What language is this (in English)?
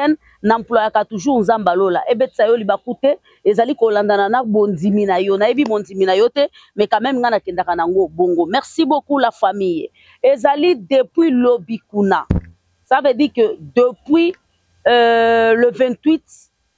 Lingala